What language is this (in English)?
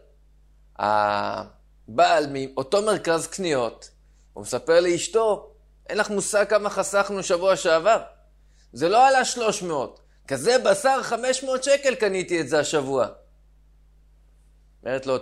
Hebrew